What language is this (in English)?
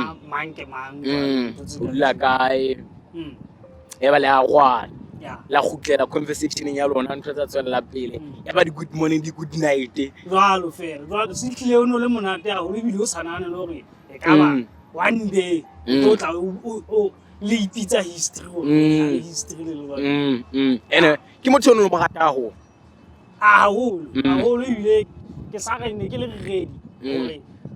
Southern Sotho